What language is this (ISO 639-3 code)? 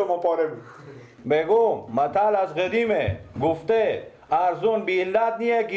fas